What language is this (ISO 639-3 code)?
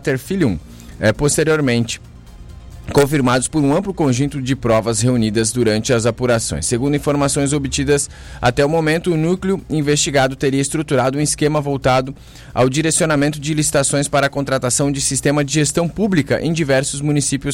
por